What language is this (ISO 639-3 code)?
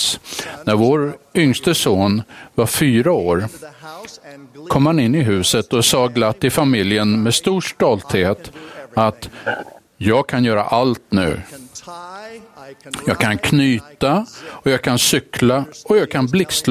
swe